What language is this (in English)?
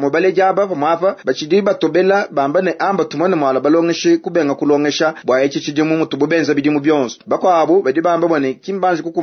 Luba-Lulua